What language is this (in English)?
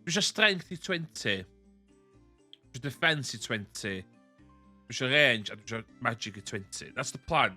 Welsh